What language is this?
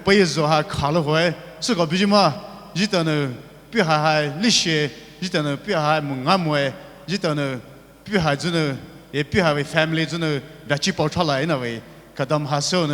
Poumei Naga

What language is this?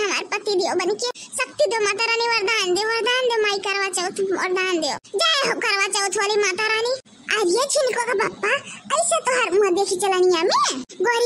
Awadhi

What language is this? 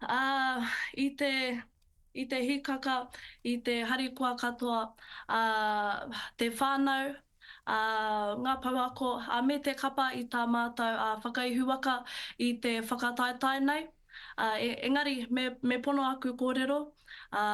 Māori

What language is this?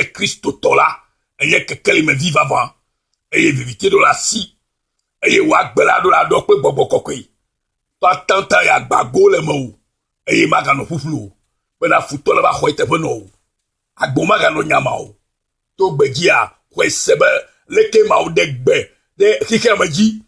Ewe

